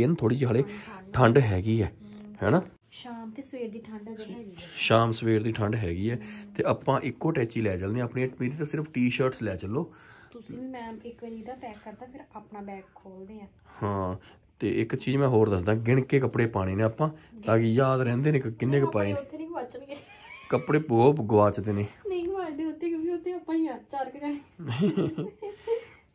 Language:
Punjabi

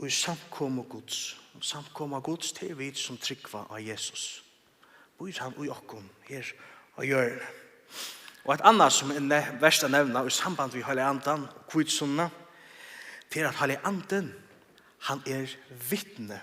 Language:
Faroese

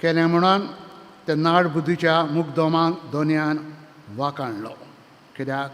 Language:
Konkani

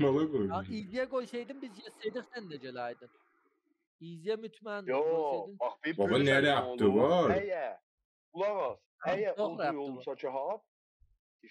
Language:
South Azerbaijani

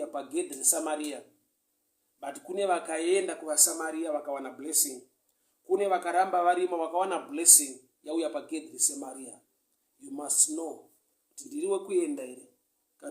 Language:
Shona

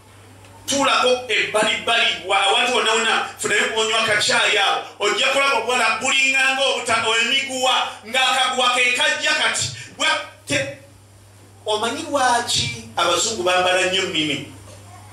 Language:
Ganda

